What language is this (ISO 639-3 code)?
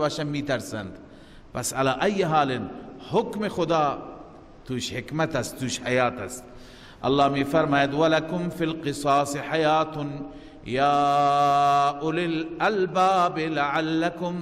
fas